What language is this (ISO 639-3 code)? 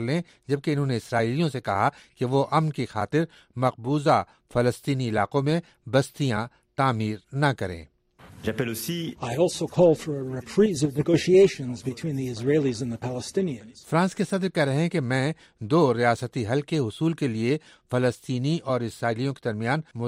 urd